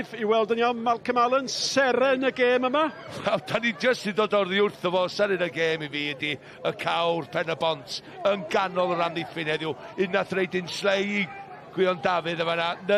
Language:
Welsh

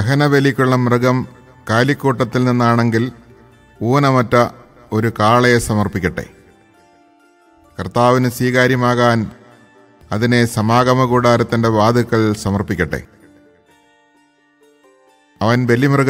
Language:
Malayalam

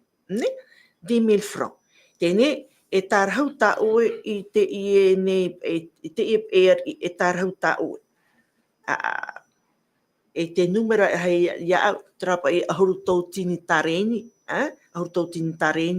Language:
Tahitian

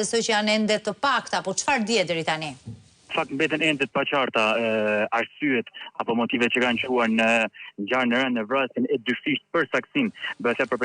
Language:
Albanian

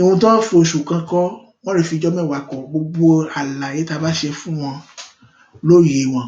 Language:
Yoruba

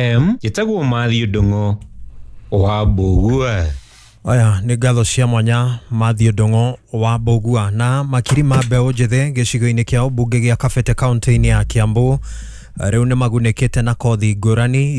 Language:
Kikuyu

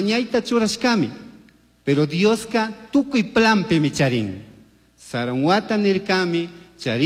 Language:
Chimborazo Highland Quichua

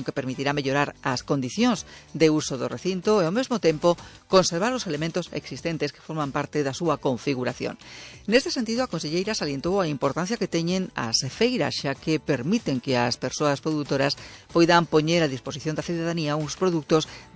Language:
Galician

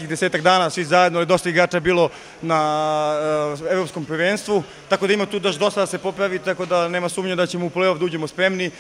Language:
Macedonian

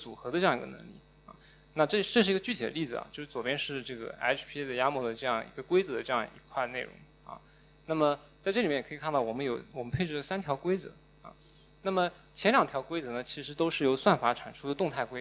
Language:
Chinese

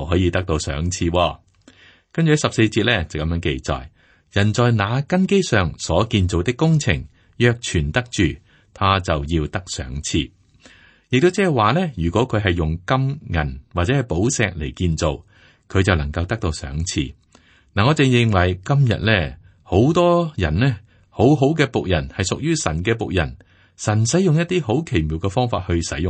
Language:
Cantonese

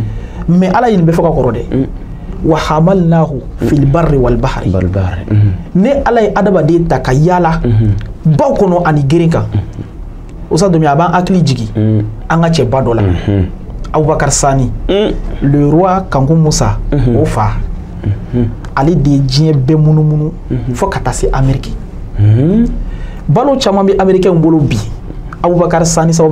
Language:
Bambara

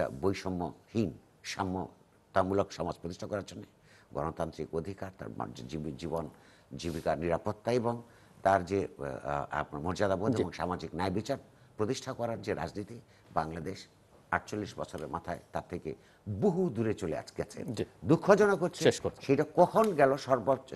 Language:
Bangla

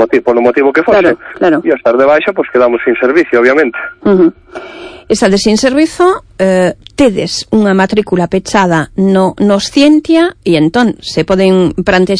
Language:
Galician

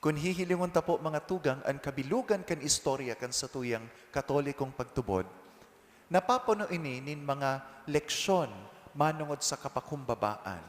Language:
Bikol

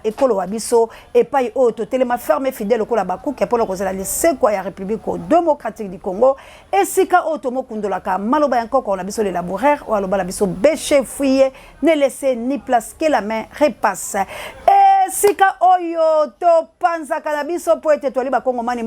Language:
Lingala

